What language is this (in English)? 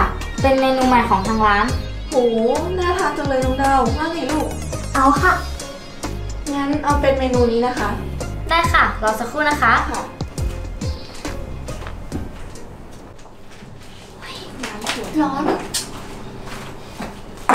Thai